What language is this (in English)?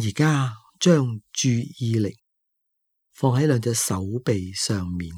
Cantonese